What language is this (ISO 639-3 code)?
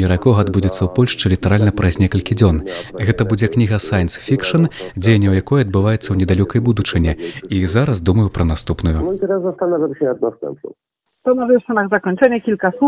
bel